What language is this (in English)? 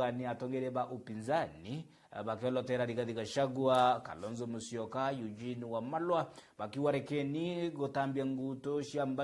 Meru